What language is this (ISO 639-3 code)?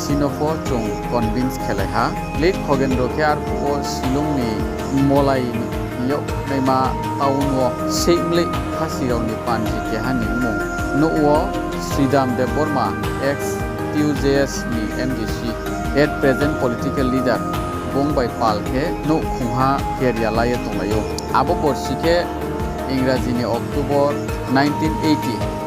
ria